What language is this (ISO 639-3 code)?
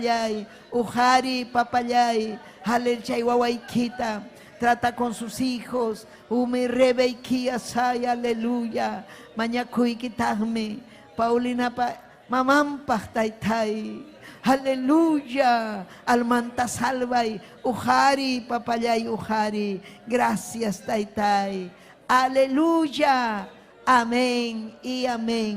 quy